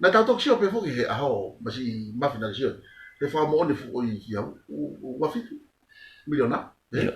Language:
Tongan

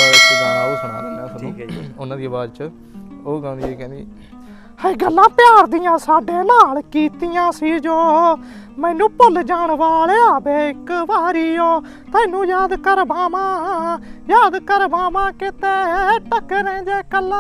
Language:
Punjabi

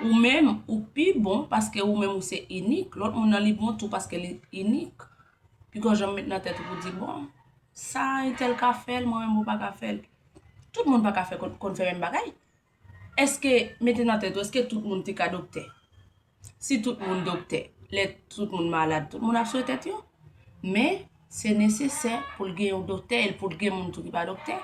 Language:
Haitian Creole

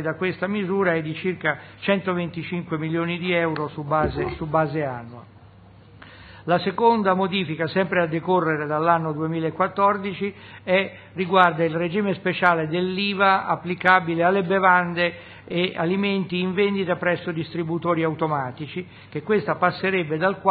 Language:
Italian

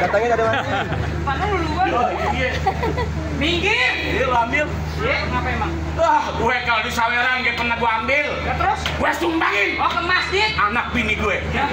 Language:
Betawi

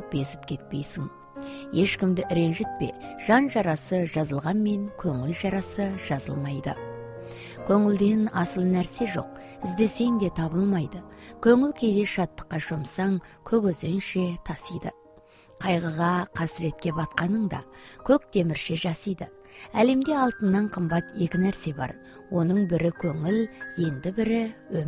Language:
Kazakh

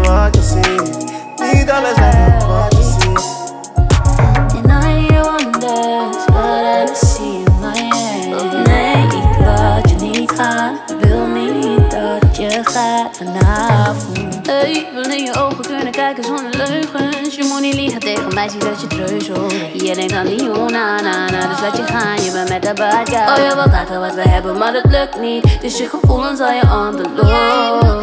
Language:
Dutch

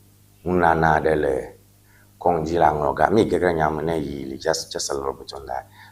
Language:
Ewe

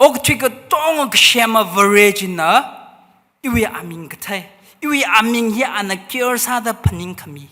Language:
Tangkhul Naga (India)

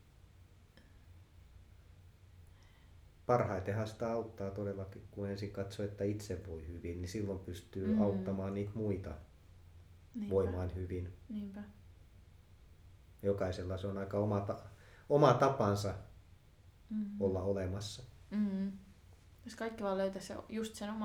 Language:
Finnish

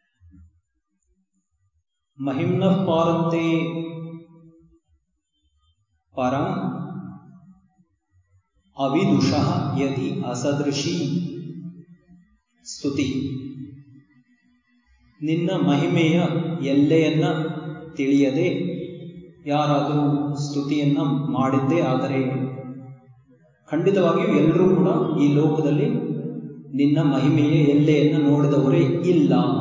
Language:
Kannada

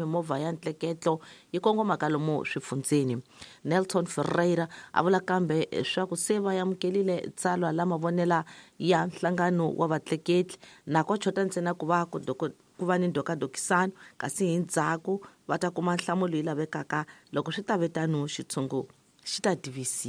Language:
Tsonga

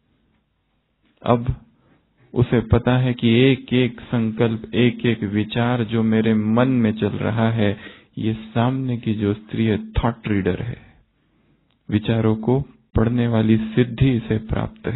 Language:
Hindi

